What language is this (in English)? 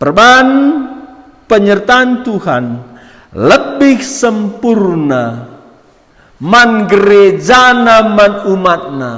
Batak Karo